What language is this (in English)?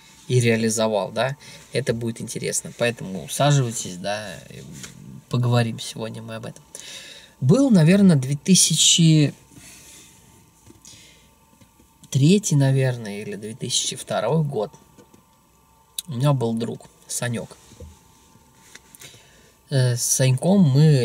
Russian